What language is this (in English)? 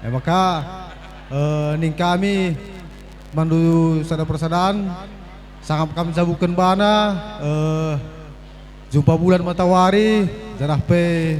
Batak Karo